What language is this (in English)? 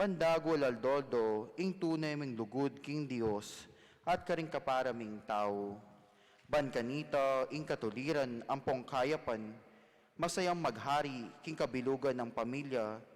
Pampanga